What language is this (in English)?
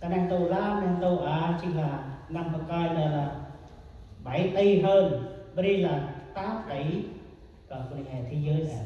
Central Mnong